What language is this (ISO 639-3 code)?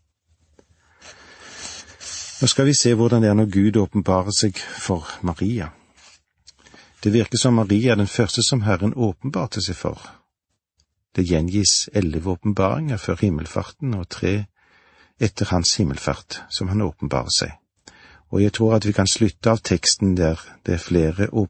nor